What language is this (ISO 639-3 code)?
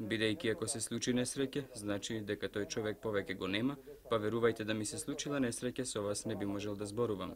mkd